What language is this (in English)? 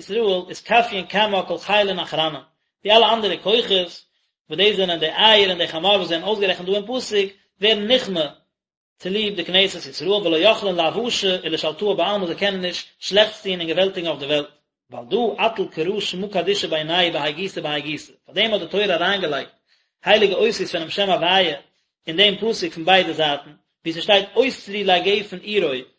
Yiddish